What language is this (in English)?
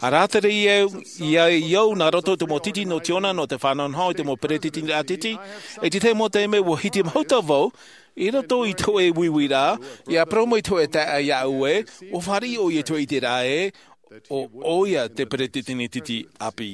Tahitian